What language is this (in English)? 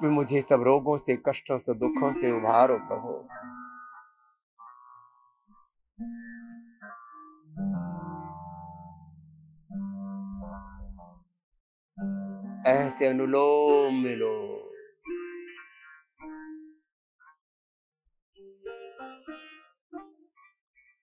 Hindi